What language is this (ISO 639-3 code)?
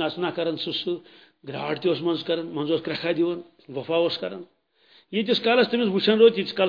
kas